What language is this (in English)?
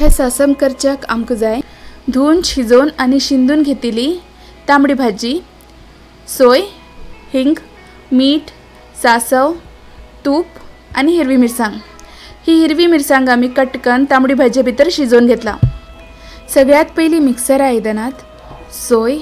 Konkani